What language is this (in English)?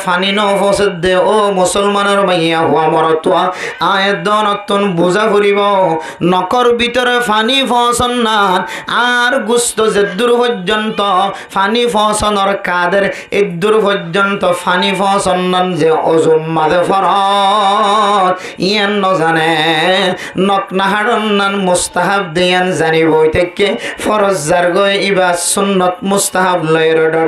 Rohingya